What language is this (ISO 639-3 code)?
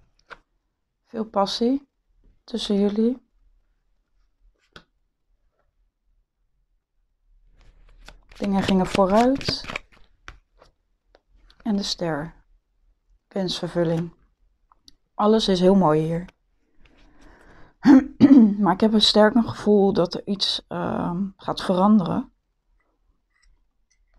nld